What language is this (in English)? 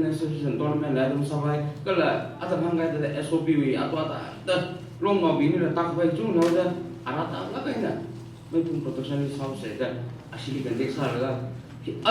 Tangkhul Naga (India)